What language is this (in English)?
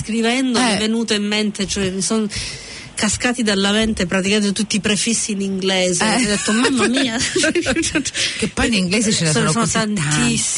Italian